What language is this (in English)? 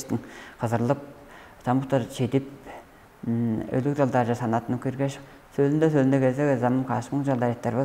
Tuvinian